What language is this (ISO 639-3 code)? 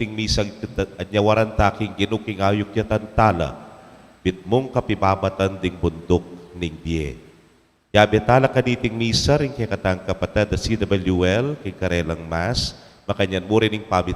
pam